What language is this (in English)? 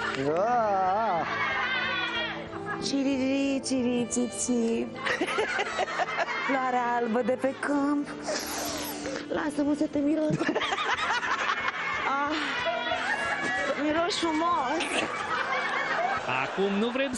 Romanian